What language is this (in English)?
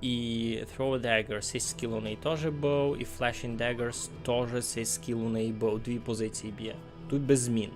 Rusyn